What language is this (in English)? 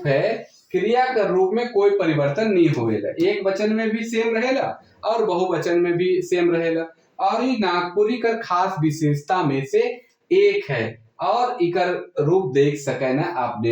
Sadri